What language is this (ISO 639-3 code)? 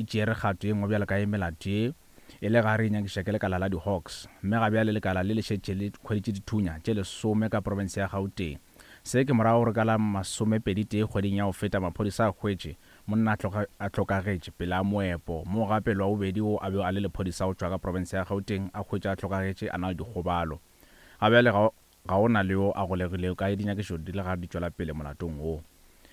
nso